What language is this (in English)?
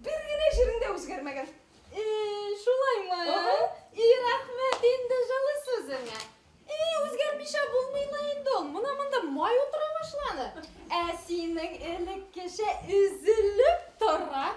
Bashkir